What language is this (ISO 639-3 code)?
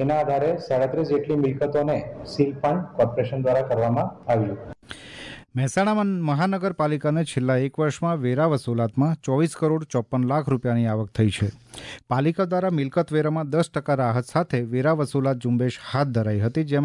guj